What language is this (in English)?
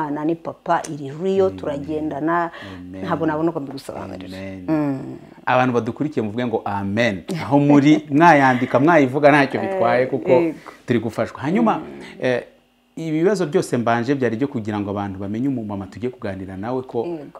Kinyarwanda